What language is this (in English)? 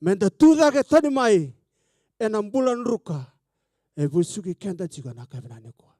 Fijian